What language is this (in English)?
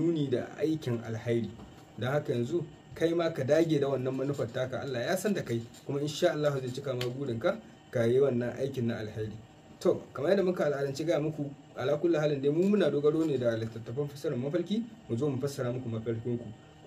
Hausa